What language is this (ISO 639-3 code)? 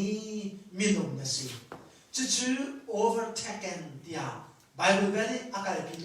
cnh